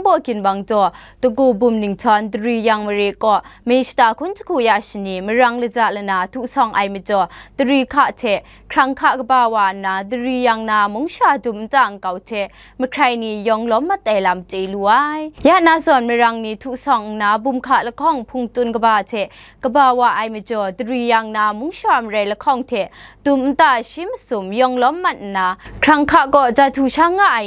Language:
Kachin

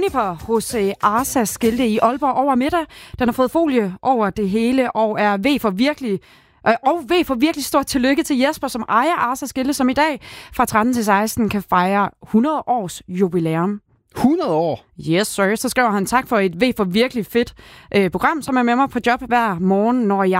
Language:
Danish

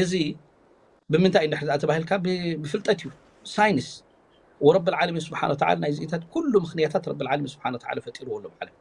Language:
Tigrinya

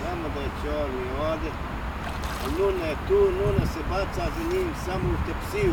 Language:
Bosnian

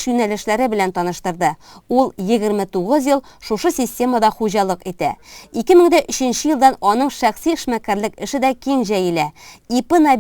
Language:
Tatar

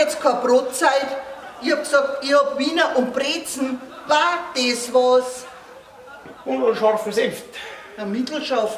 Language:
Bavarian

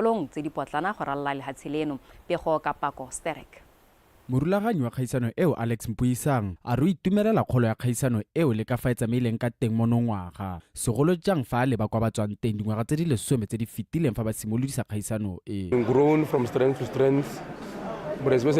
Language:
Tswana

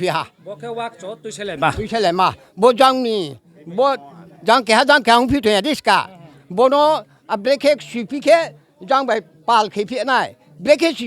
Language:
Riang (India)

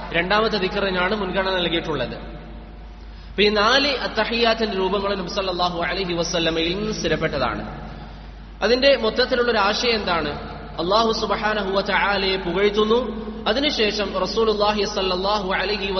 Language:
Malayalam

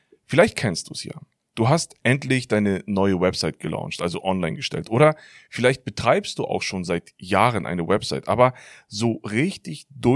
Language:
German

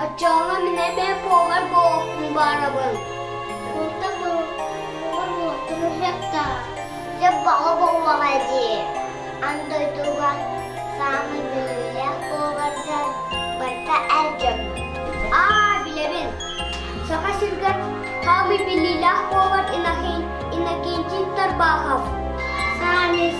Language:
Yakut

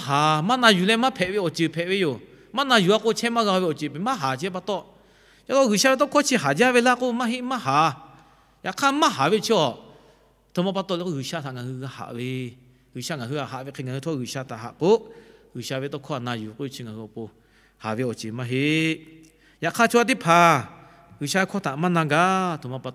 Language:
Lahu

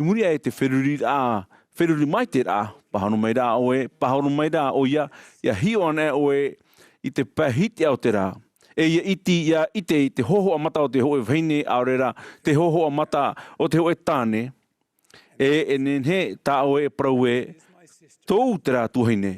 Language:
Tahitian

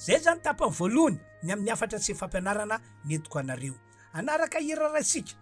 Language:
Malagasy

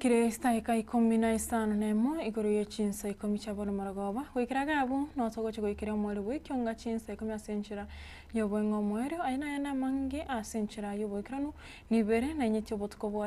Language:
Gusii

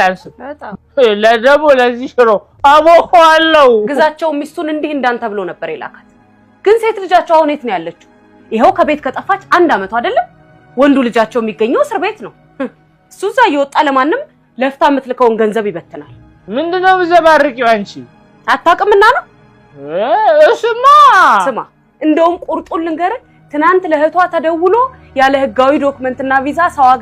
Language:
Amharic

